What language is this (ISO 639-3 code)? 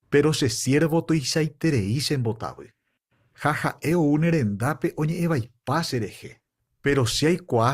grn